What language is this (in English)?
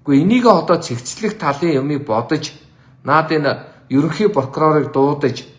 Mongolian